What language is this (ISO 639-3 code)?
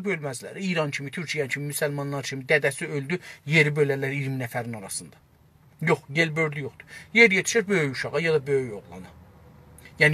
azb